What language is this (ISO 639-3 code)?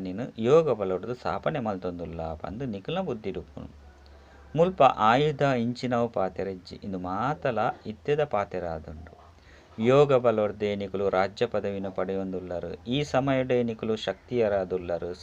tcy